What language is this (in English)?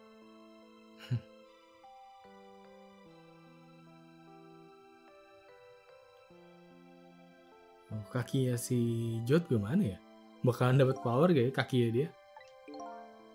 Indonesian